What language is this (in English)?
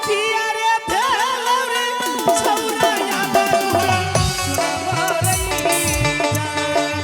Angika